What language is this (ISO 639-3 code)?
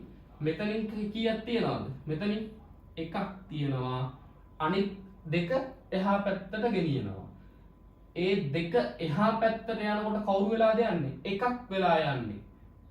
sin